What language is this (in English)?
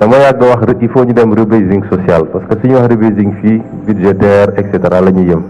Wolof